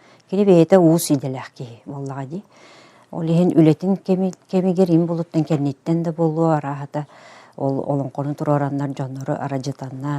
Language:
Yakut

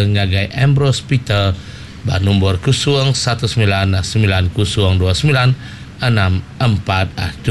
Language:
Iban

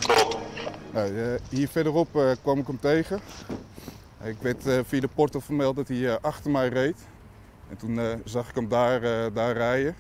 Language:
Dutch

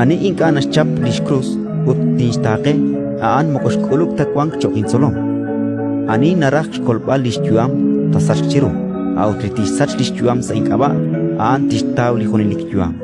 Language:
Kekchí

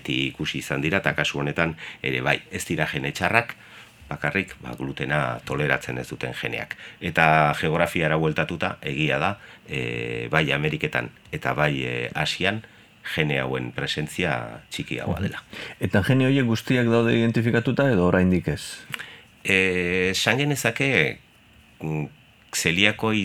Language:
Basque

